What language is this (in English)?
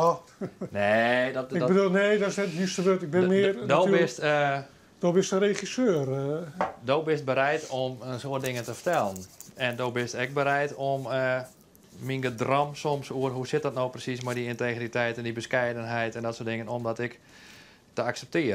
Western Frisian